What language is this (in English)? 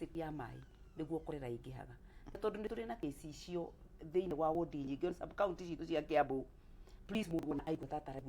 Kikuyu